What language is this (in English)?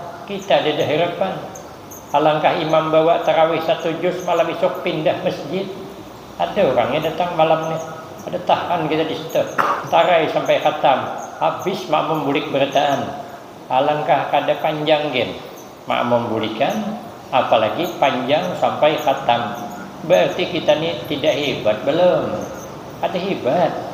Banjar